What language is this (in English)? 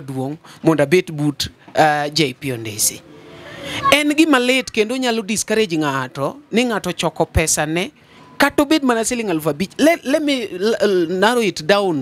Luo (Kenya and Tanzania)